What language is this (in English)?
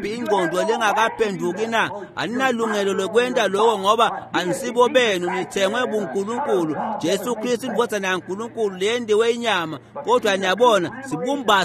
Swati